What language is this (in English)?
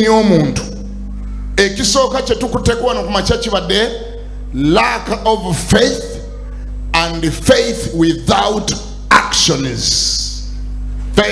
Ganda